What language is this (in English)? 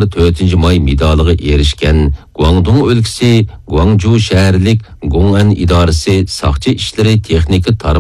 Uyghur